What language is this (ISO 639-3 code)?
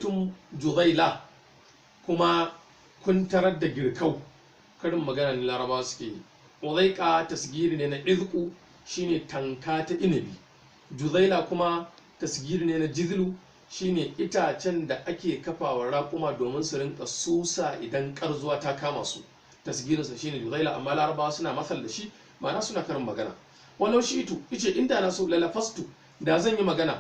hau